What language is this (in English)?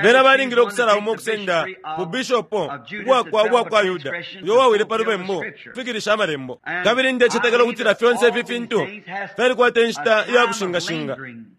Bemba